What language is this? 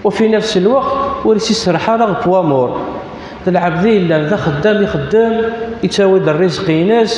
Kabyle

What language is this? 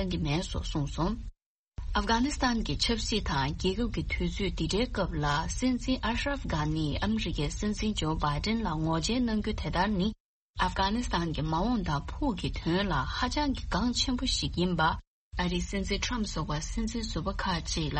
Tibetan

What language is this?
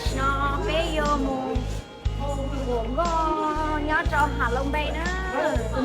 Hmong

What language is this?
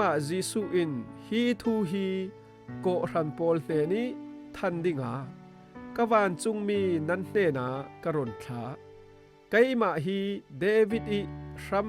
Falam Chin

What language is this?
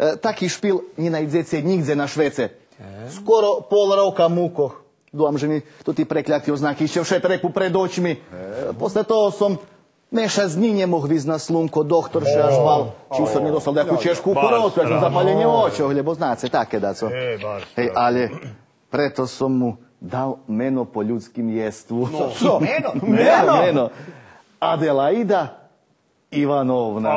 Rusyn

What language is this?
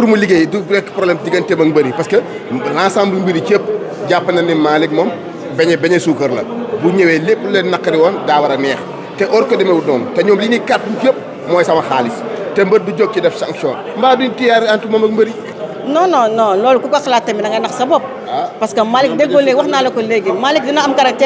Wolof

